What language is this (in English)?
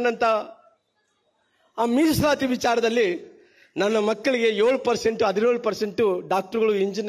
Kannada